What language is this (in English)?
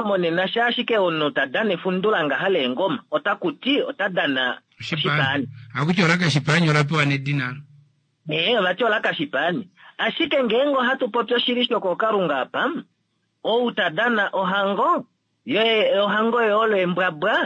Kuanyama